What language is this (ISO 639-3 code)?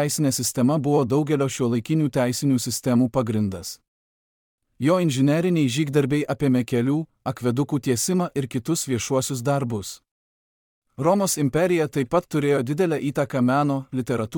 lit